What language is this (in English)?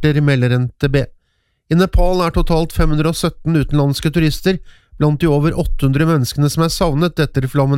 Norwegian